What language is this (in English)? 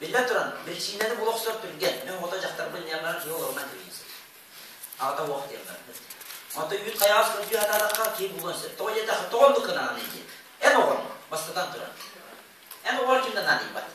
Yakut